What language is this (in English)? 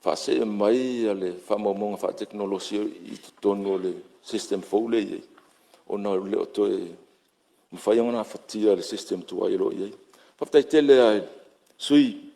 Samoan